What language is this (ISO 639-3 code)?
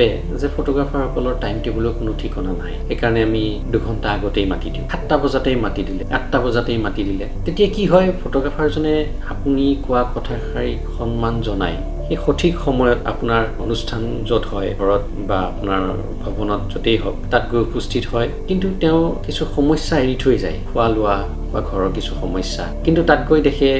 asm